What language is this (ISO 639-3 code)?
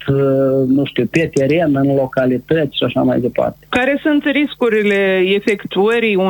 ron